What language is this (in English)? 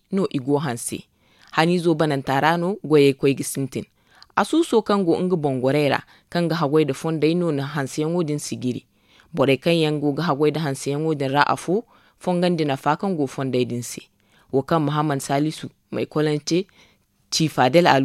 Zarma